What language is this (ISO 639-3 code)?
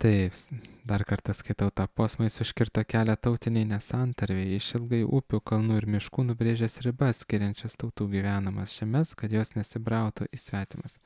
lit